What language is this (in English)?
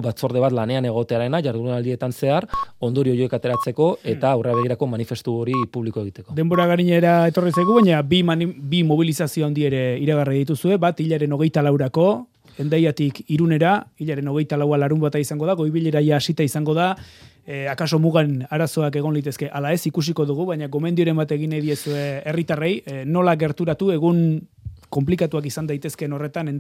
Basque